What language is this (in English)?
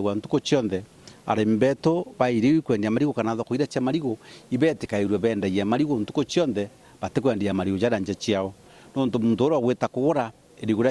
Meru